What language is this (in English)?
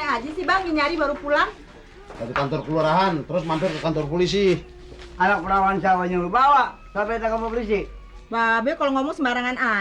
Betawi